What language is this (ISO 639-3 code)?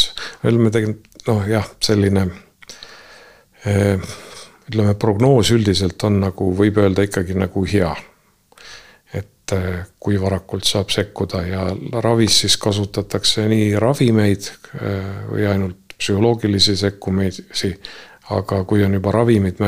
est